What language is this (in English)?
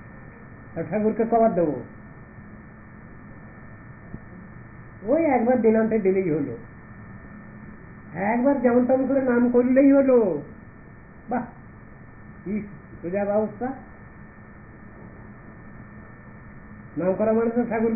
Bangla